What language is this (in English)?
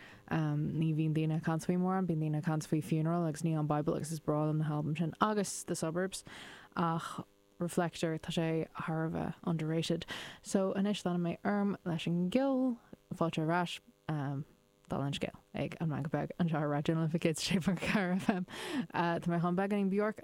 Irish